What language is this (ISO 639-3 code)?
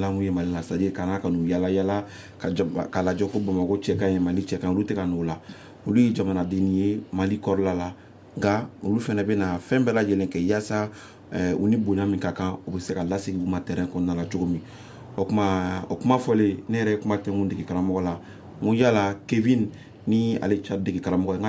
bam